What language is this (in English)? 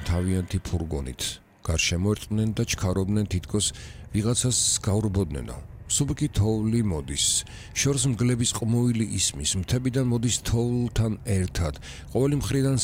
Georgian